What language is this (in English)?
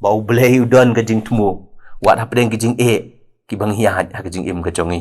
Khasi